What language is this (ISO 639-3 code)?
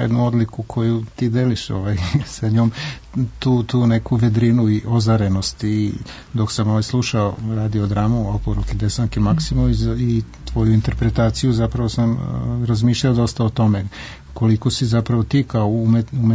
srp